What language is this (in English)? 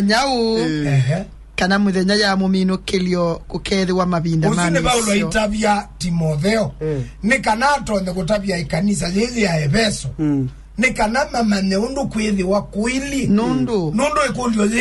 Kamba